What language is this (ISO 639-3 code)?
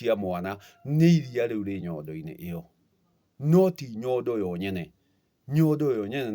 kik